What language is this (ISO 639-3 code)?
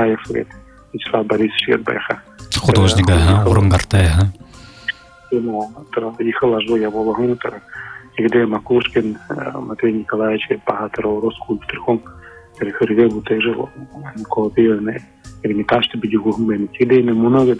bua